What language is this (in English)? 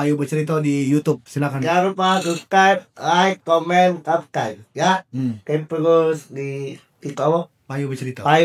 Musi